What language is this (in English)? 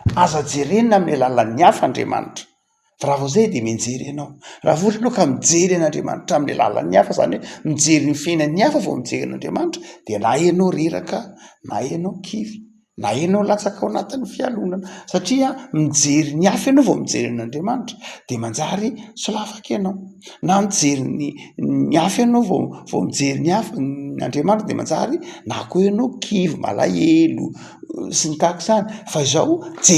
Malagasy